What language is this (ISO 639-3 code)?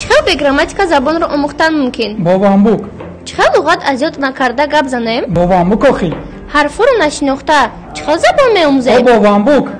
tgk